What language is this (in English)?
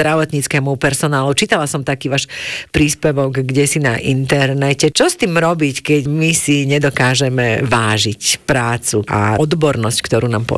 Slovak